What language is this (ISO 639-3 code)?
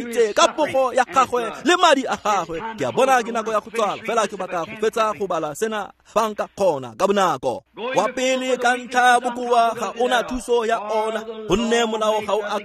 tsn